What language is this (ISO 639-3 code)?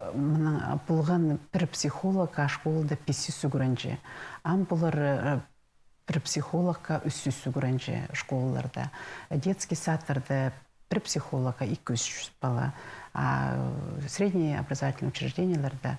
kjh